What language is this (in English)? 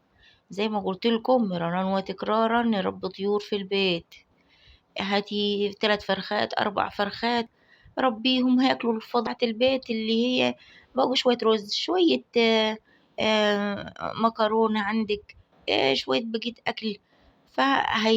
Egyptian Arabic